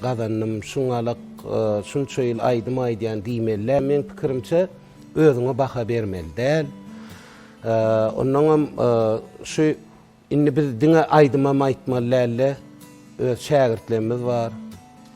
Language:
Turkmen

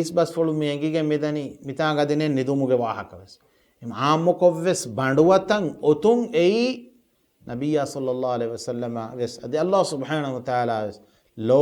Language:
Divehi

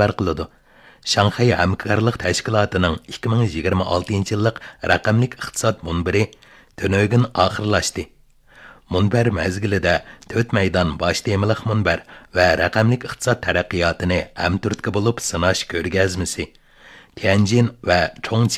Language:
Uyghur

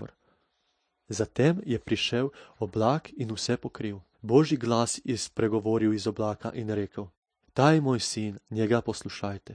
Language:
Slovenian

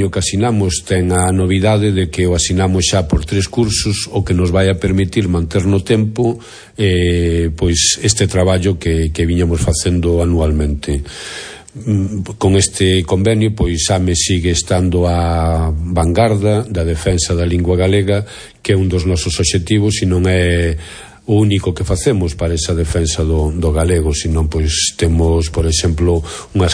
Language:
Galician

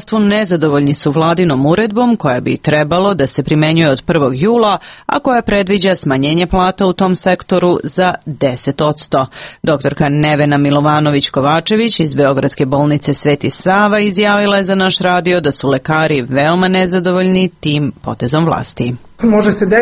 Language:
Serbian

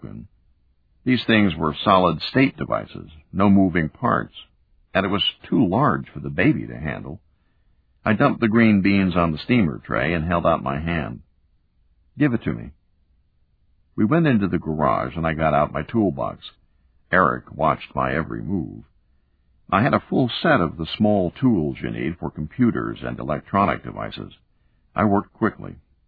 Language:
English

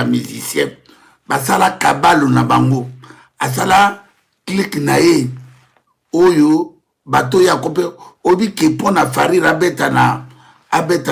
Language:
Lingala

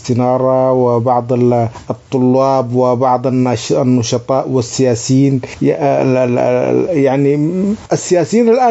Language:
Sudanese Arabic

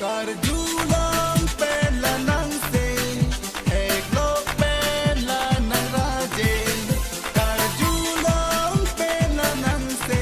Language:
Karbi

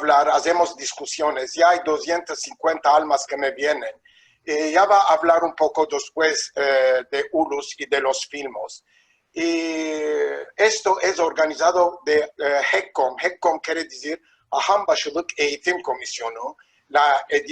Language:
Ladino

